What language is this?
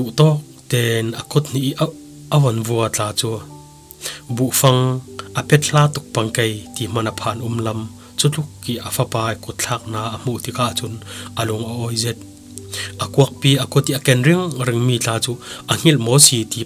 Falam Chin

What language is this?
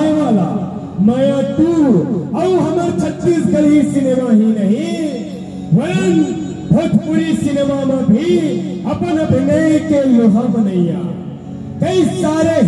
Chhattisgarhi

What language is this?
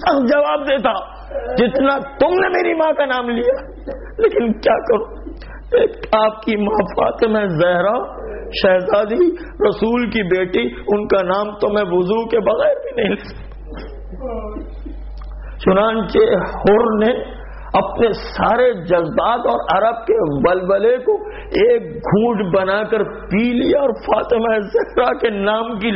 Urdu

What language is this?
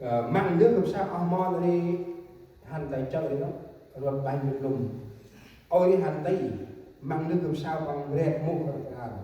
Central Mnong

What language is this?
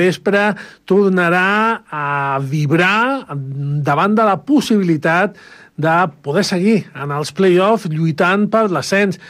Catalan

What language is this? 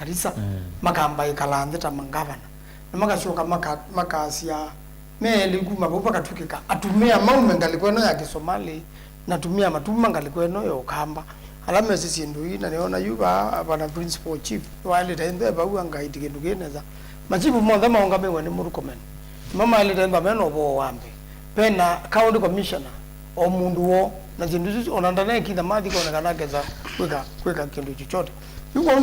Kamba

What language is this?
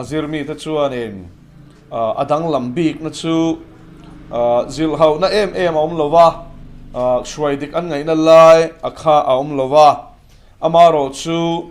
Mizo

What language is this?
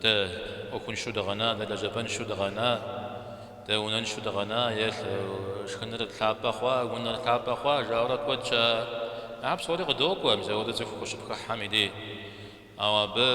Kabardian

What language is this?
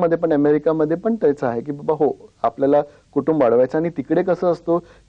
Marathi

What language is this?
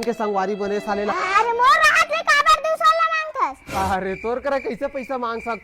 Chhattisgarhi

